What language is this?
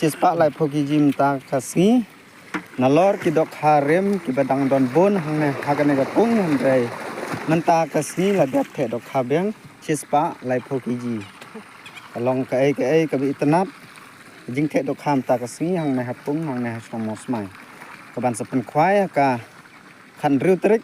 Khasi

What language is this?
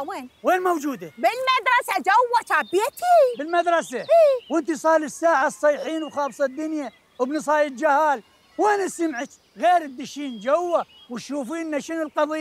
Mesopotamian Arabic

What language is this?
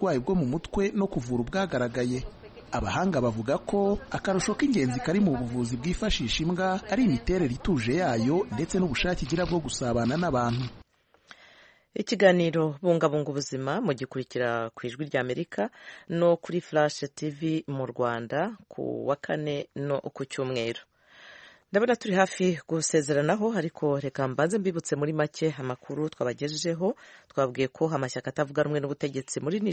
Kinyarwanda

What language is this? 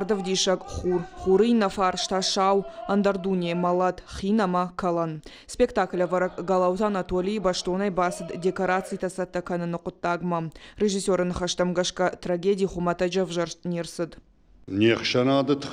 Ossetic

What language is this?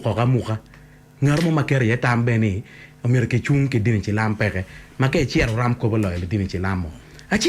Acoli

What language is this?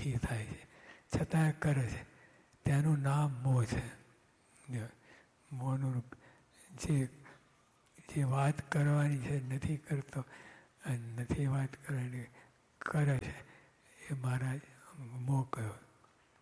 Gujarati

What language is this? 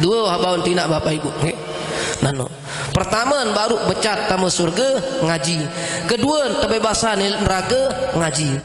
Sasak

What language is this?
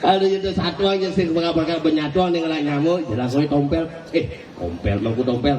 Balinese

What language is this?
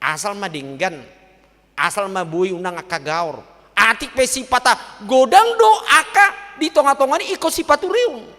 Batak Toba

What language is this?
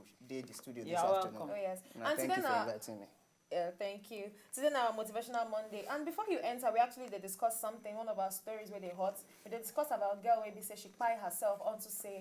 Nigerian Pidgin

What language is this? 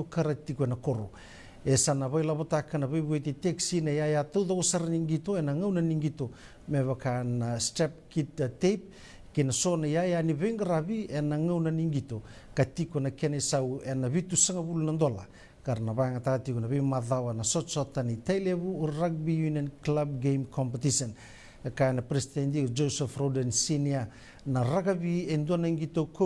Fijian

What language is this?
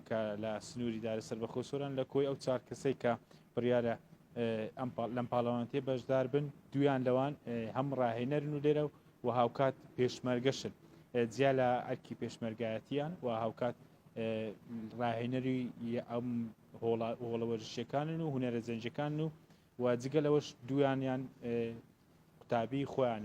Central Kurdish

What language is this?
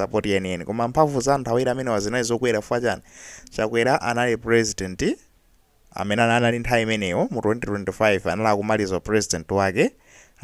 Nyanja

